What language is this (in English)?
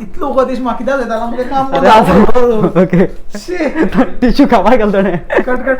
Konkani